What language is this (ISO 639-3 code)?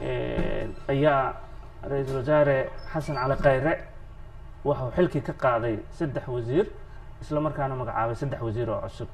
som